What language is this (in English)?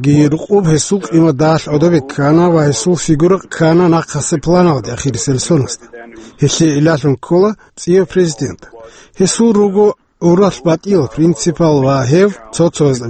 Avaric